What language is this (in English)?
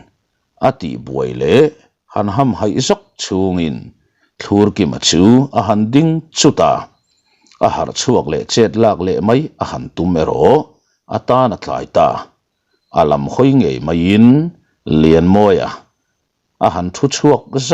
Mizo